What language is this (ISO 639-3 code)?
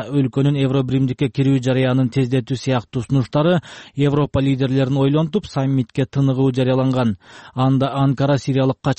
kir